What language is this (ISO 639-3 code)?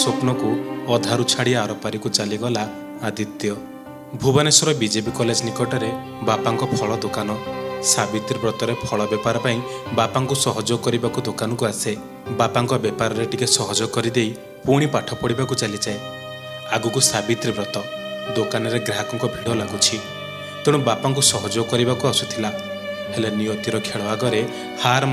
ori